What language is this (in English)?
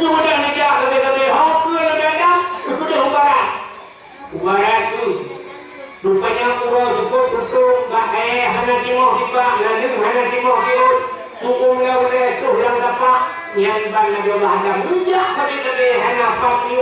Achinese